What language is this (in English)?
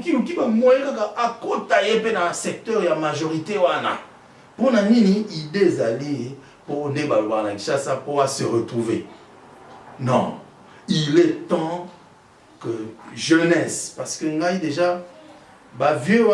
Lingala